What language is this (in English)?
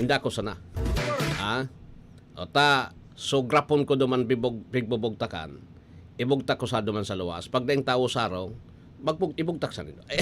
Bikol